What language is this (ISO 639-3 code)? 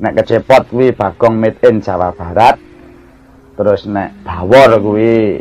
jav